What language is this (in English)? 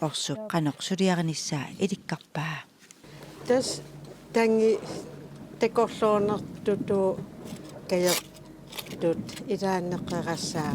Kalaallisut